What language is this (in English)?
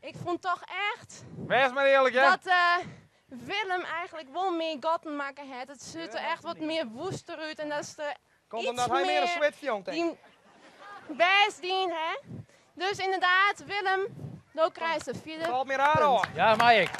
Western Frisian